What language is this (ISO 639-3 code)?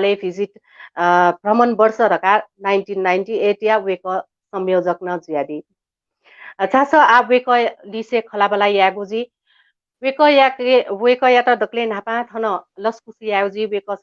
new